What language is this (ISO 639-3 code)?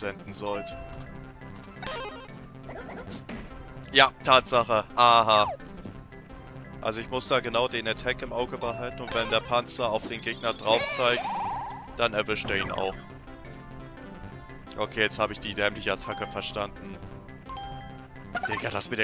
deu